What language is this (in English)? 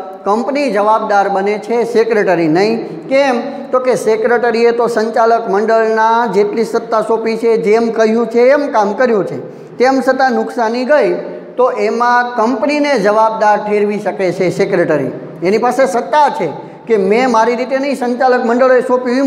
Gujarati